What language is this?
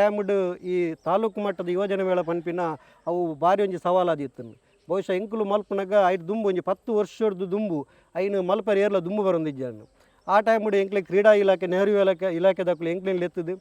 Tulu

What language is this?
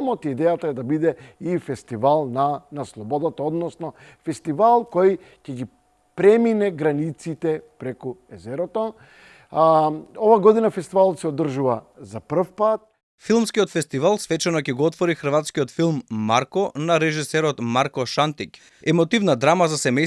Macedonian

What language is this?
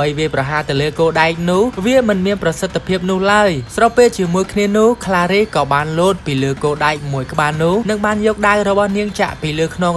Khmer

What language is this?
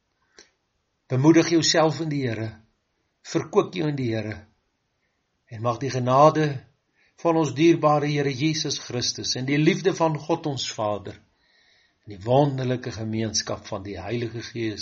Afrikaans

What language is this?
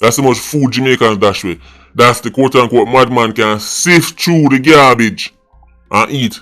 Jamaican Creole English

